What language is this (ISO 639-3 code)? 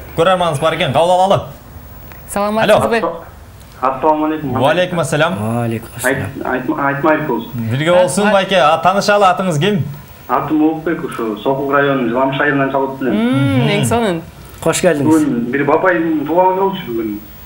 kir